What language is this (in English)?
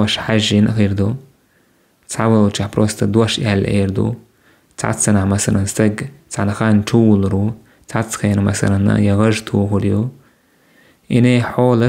Chechen